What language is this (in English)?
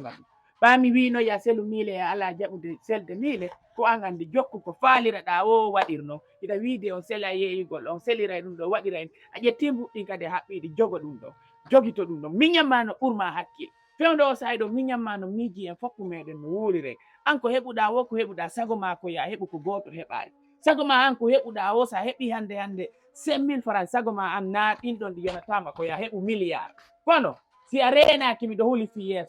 Fula